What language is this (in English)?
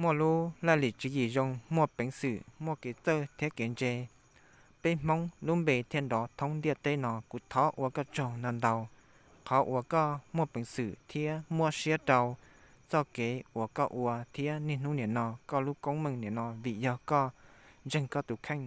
Hmong